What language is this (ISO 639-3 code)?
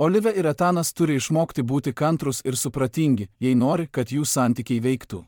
lit